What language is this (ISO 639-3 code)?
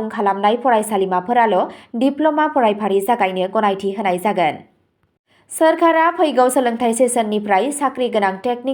brx